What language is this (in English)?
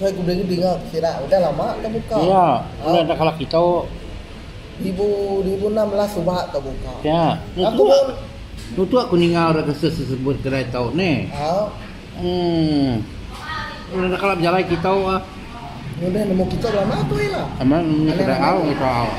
Iban